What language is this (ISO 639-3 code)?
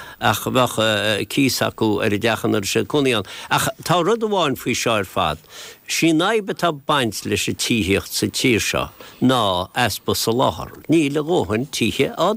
gle